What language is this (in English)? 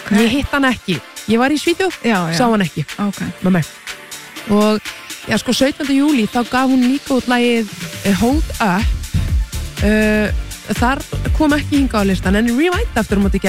Icelandic